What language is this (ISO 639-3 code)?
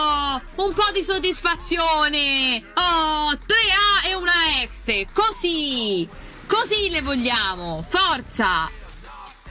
ita